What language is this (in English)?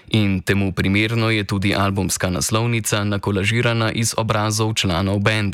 Slovenian